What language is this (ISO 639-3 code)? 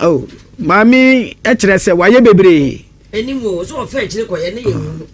aka